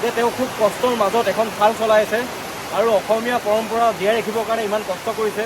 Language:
Assamese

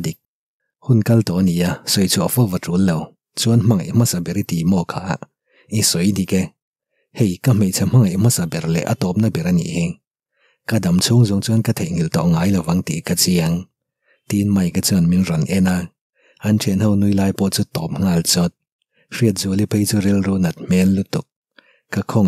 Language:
Mizo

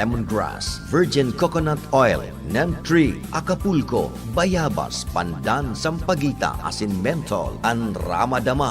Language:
Bikol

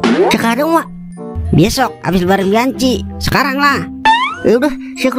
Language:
Betawi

